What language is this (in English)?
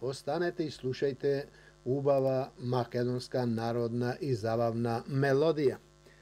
Macedonian